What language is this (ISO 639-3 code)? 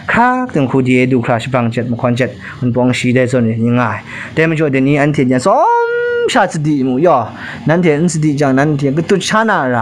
kac